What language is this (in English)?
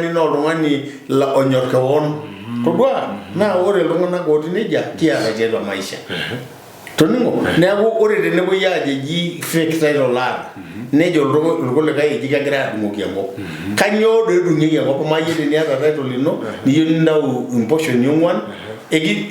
Masai